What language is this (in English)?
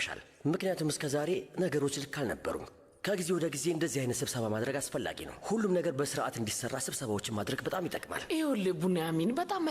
Amharic